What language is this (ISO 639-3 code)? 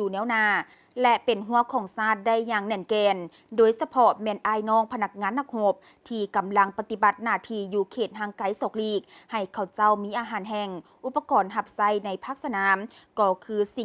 lao